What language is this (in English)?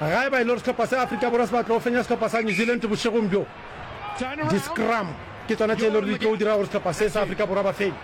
Northern Sotho